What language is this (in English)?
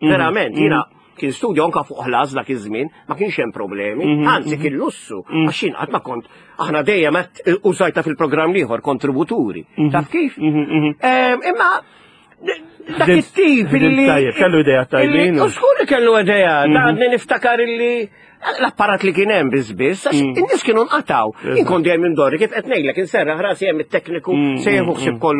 Maltese